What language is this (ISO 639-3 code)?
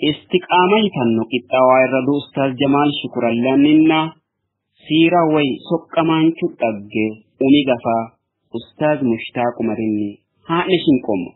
sid